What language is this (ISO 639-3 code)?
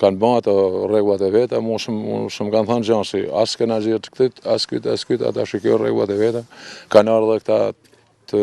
sqi